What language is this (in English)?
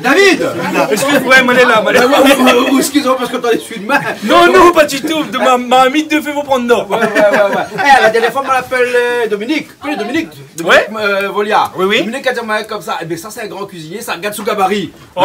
Réunion Creole French